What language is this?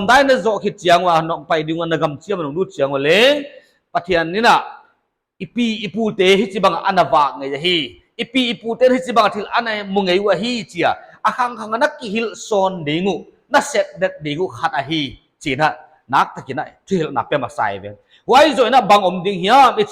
Paite Chin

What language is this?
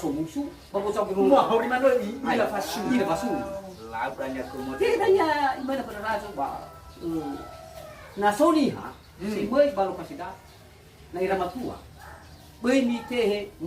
Nias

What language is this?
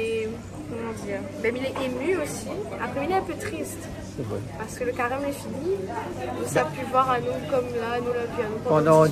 Réunion Creole French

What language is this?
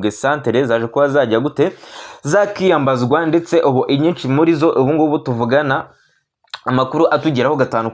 Kinyarwanda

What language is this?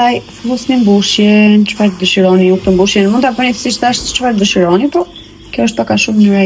Albanian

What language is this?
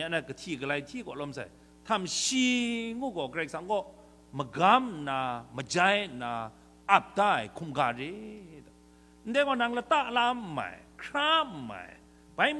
Kachin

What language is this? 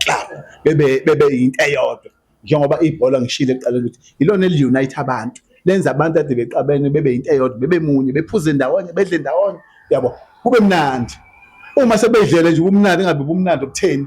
Zulu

